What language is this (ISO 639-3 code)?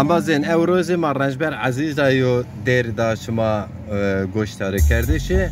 zza